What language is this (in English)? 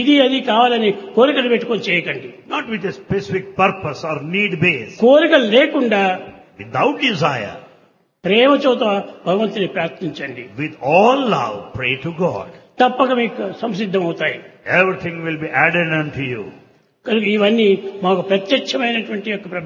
Telugu